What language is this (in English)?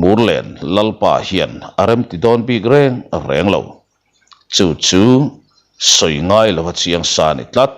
Mizo